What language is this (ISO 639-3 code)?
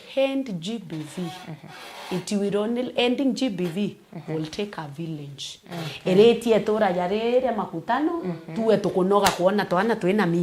mer